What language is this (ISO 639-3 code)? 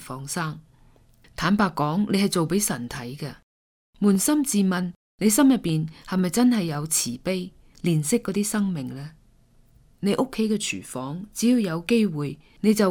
yue